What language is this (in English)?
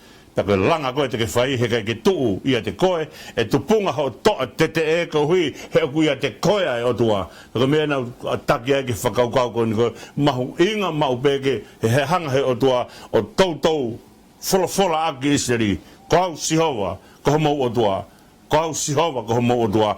Tongan